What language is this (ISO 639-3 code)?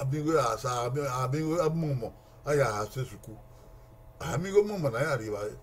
bin